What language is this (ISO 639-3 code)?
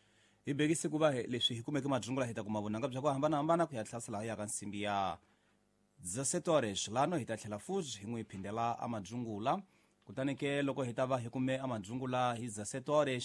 tso